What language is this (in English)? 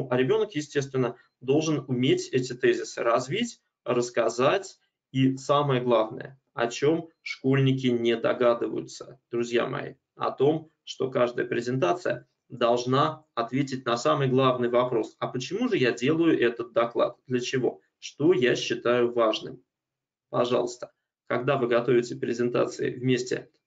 Russian